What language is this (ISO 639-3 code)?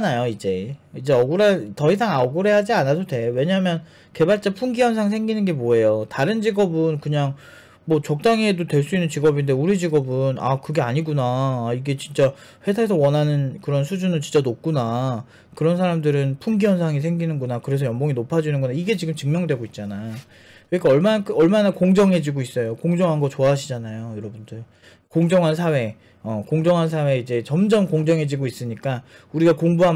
kor